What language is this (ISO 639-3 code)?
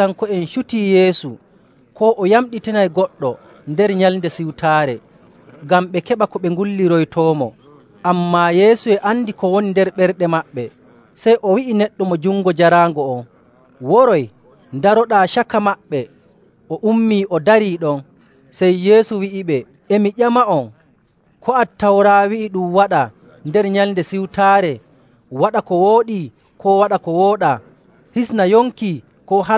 fuv